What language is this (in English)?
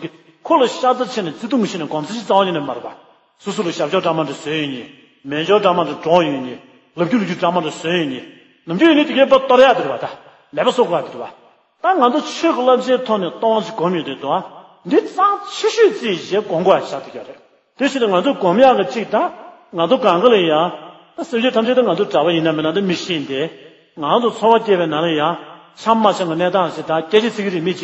Tibetan